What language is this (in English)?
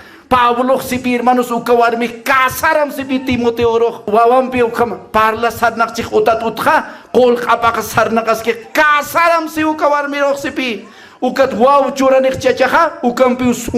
Aymara